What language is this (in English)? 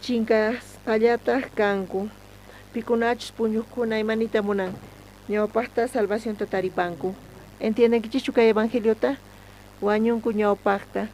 South Bolivian Quechua